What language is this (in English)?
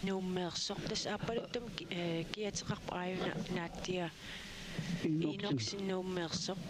Kalaallisut